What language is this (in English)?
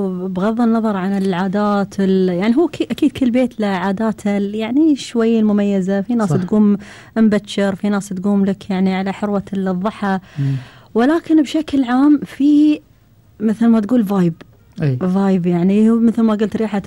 Gulf Arabic